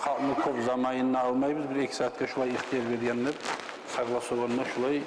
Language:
Kumyk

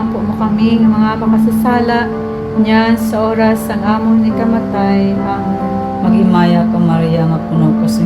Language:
Hiligaynon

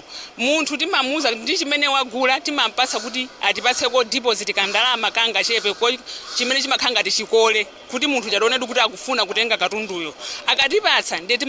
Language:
Nyanja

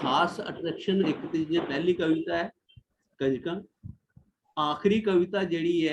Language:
Dogri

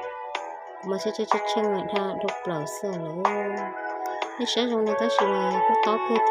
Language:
Hmong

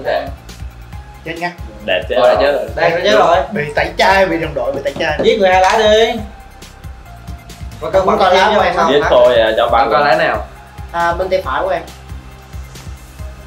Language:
Vietnamese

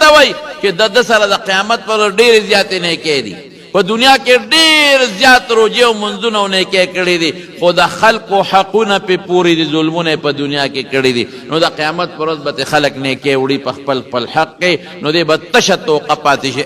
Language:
Pashto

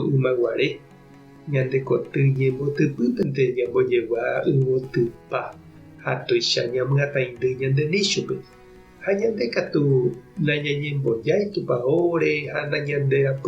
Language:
Guarani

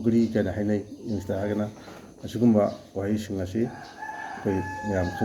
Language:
Manipuri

